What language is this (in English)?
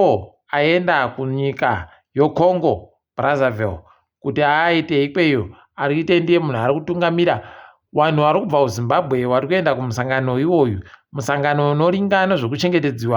Ndau